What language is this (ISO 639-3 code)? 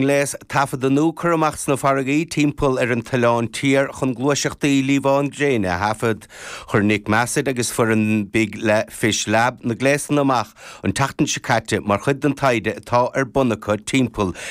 gle